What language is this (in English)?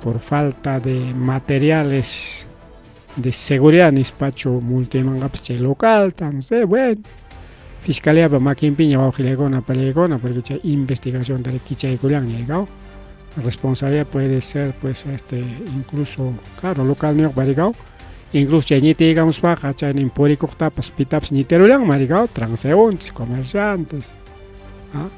Ayacucho Quechua